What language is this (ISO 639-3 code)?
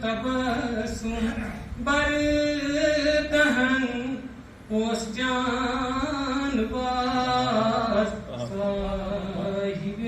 kas